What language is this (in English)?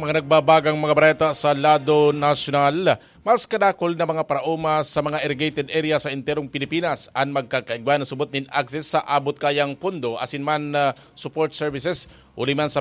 Bikol